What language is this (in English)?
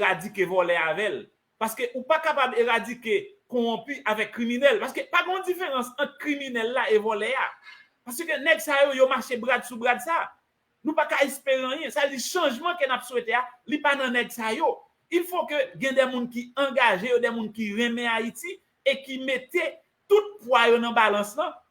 Haitian Creole